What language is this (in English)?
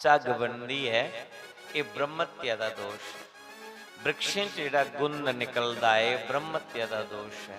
Dogri